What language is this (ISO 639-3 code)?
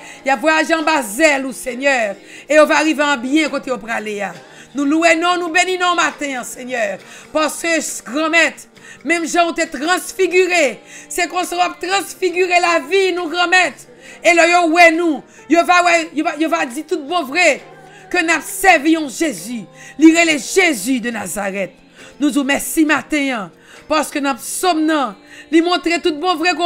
fra